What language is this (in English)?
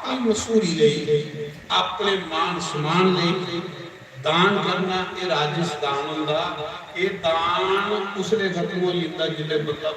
Dogri